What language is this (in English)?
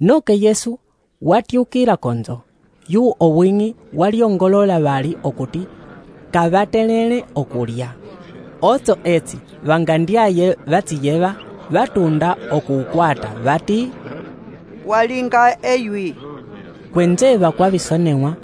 Umbundu